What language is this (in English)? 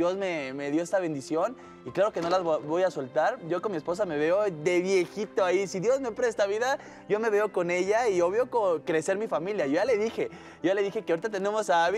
Spanish